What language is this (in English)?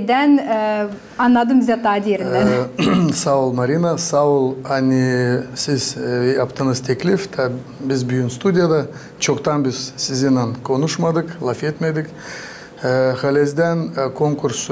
Gagauz